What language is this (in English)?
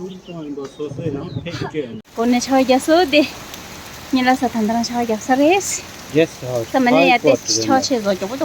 Tibetan